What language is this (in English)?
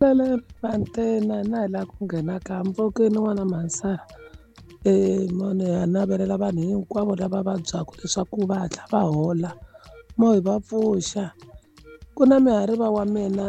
Tsonga